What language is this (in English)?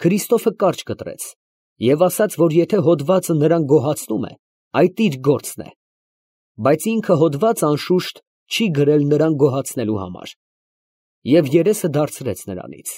Armenian